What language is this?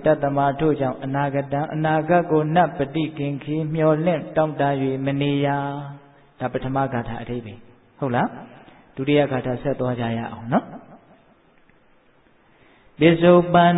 Burmese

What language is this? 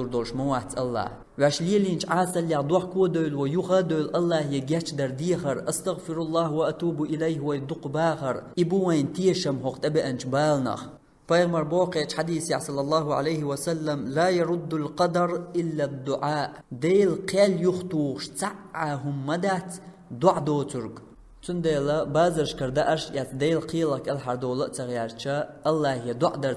Chechen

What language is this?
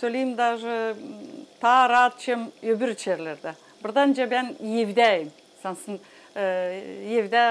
Gagauz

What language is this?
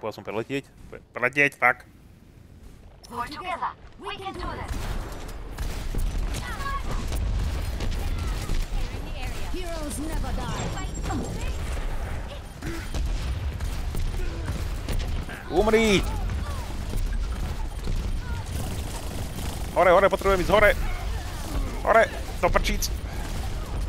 Slovak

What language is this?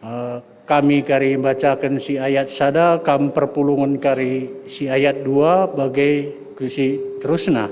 Batak Karo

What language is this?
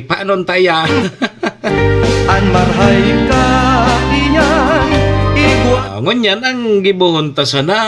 Bikol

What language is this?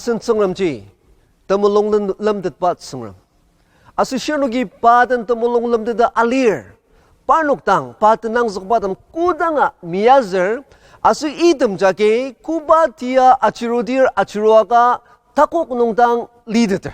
Ao Naga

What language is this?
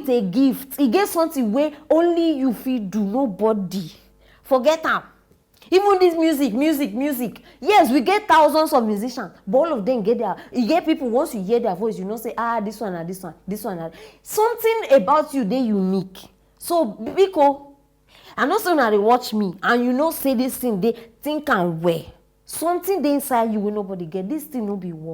Nigerian Pidgin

